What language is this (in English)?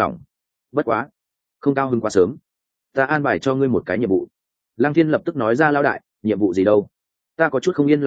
Vietnamese